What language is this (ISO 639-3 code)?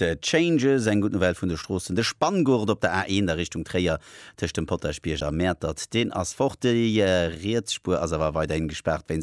ltz